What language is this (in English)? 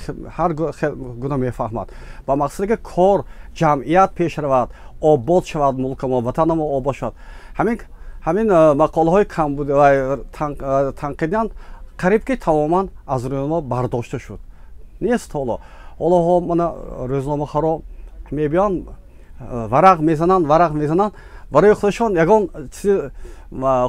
Tajik